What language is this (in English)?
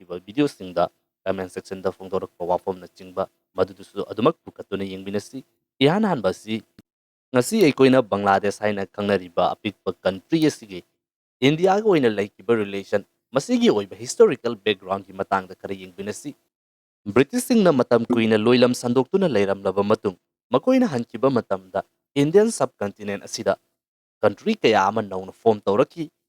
Manipuri